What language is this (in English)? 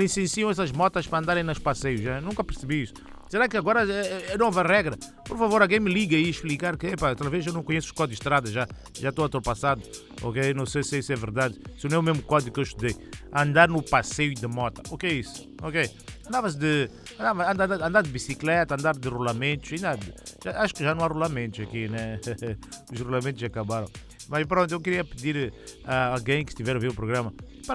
Portuguese